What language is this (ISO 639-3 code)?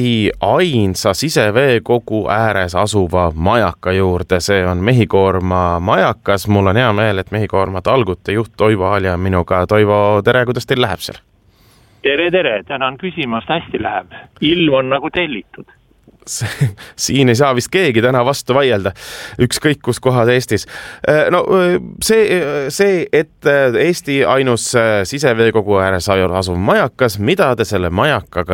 est